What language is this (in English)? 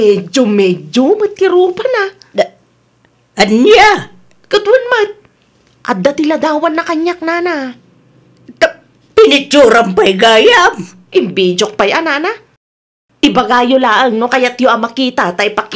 Iloko